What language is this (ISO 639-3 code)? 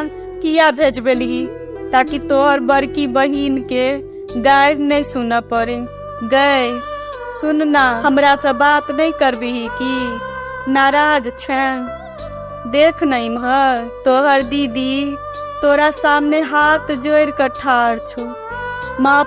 mai